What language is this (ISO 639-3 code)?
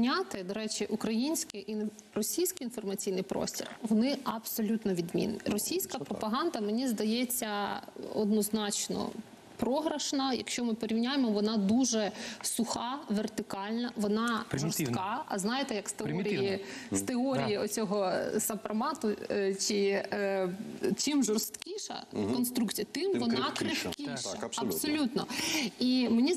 ukr